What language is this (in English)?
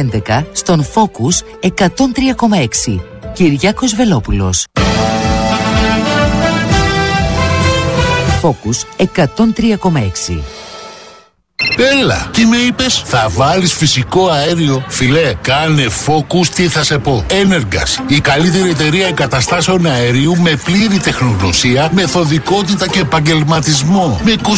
Greek